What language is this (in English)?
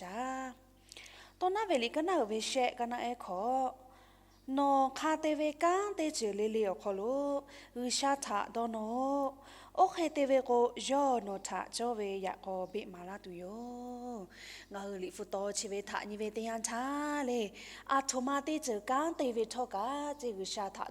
Lahu